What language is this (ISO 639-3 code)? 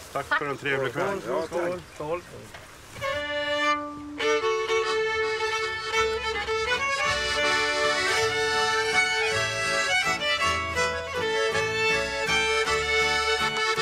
swe